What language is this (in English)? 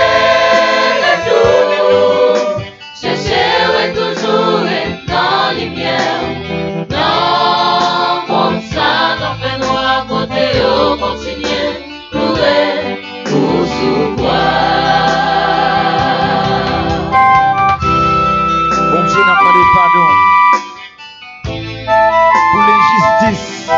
Haitian Creole